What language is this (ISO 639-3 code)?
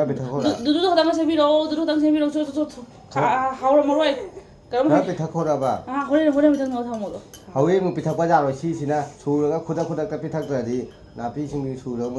mni